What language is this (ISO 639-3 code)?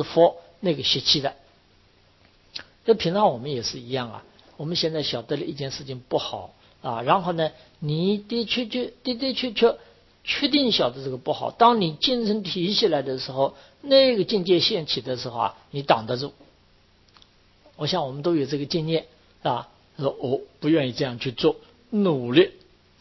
zho